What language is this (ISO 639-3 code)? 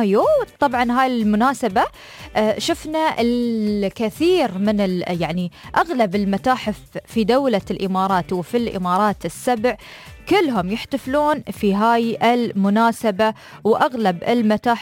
ars